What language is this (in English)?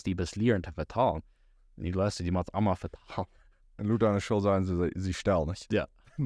Plautdietsch